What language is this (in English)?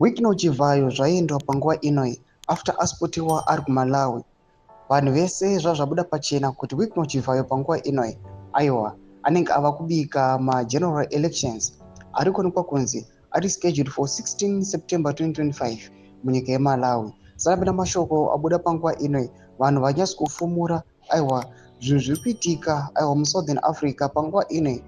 Shona